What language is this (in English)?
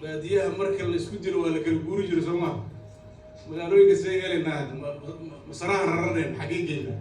Somali